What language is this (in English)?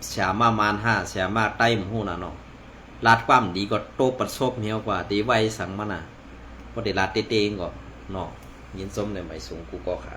Shan